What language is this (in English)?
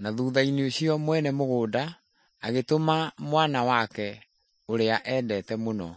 Kikuyu